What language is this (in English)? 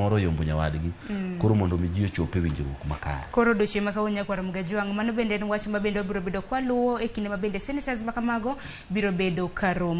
Luo (Kenya and Tanzania)